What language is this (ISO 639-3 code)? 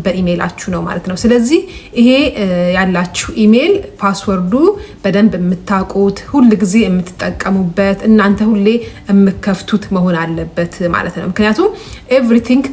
amh